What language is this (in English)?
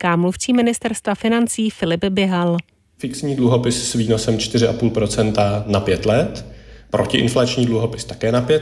Czech